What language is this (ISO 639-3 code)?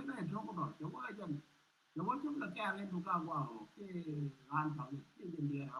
nus